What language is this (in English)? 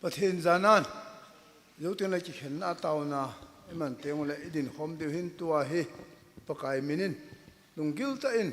Thado Chin